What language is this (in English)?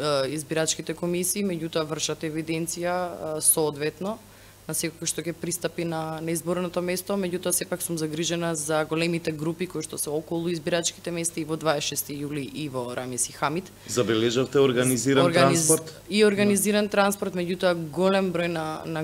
Macedonian